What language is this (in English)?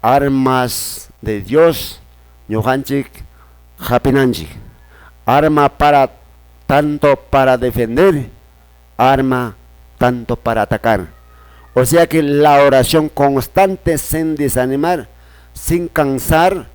Quechua